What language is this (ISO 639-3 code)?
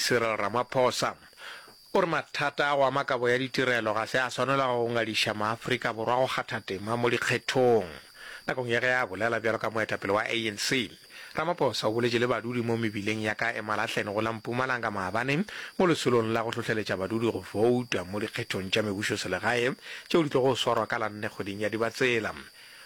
nso